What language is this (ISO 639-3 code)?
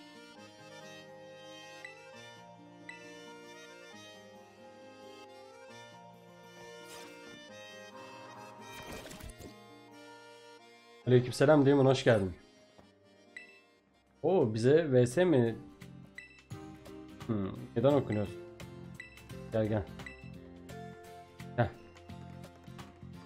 tur